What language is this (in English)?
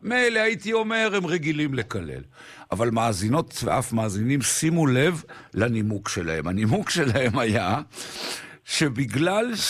Hebrew